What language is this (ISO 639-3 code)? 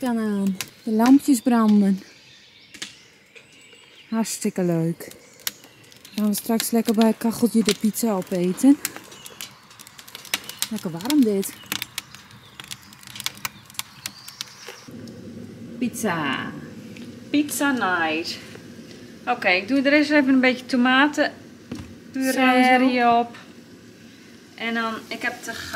nld